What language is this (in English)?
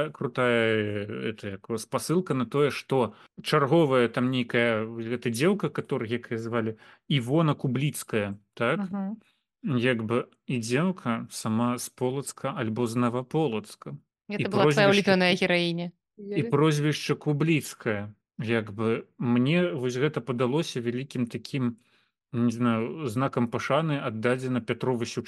Belarusian